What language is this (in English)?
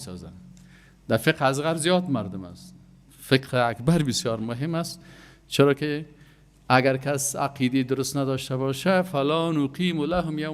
Persian